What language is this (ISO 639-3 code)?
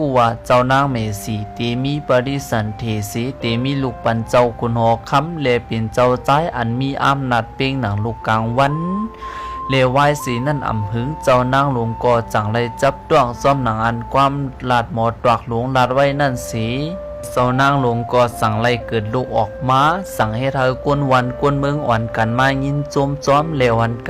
shn